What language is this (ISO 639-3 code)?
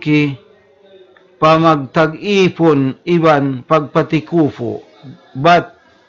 tsg